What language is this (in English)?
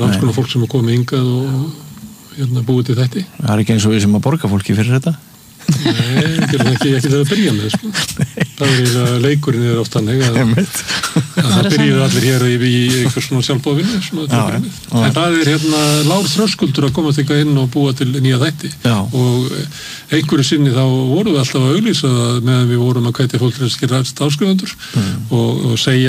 Icelandic